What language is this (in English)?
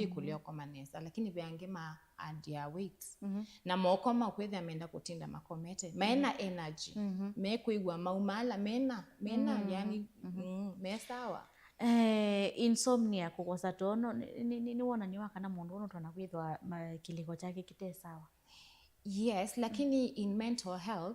Kamba